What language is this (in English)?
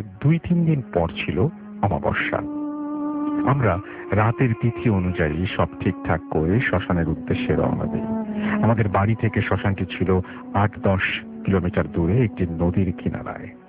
Bangla